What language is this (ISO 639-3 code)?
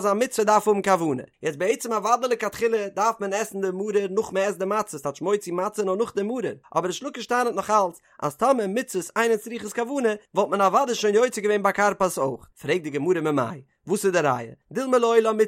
yid